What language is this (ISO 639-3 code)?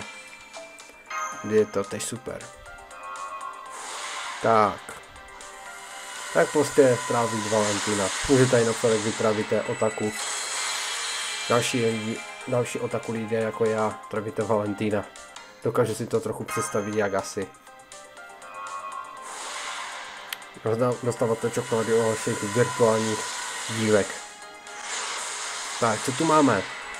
ces